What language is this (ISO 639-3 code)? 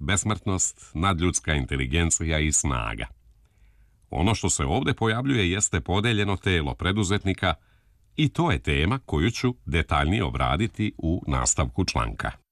srp